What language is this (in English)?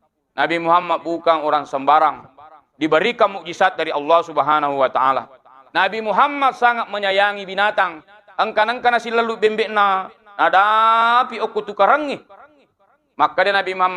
Buginese